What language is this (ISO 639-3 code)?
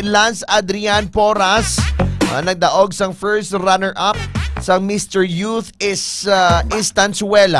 hil